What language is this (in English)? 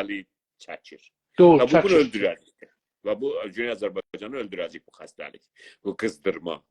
South Azerbaijani